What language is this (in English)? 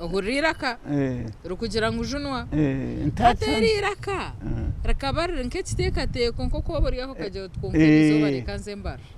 Nyankole